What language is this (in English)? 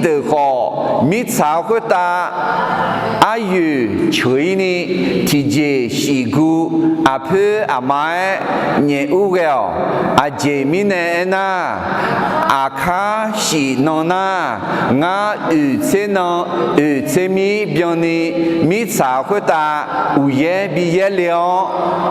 Akha